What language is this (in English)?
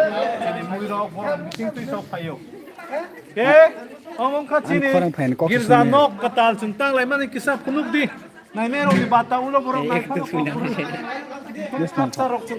Kok Borok